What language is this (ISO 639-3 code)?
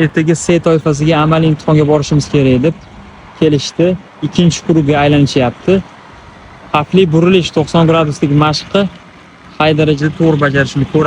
uzb